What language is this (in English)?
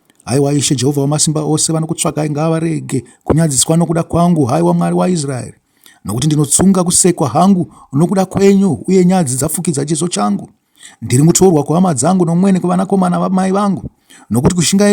Shona